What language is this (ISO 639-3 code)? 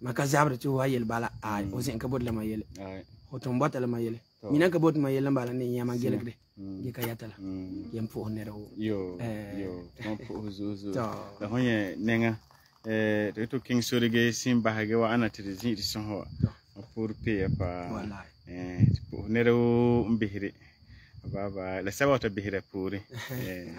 gur